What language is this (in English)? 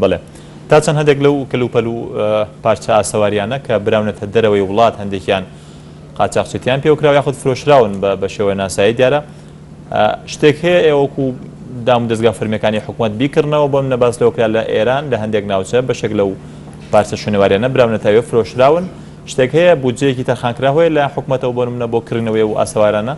Central Kurdish